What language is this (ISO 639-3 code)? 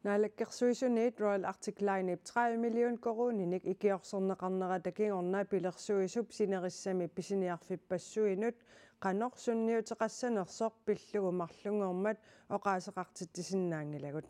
kal